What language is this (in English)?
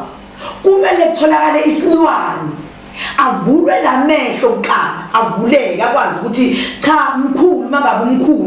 Zulu